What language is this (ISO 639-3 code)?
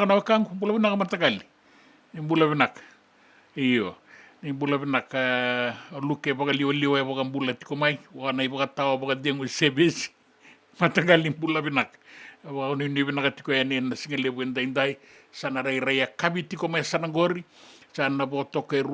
fij